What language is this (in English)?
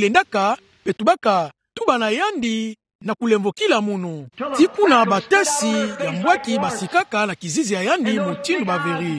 Kituba (Democratic Republic of Congo)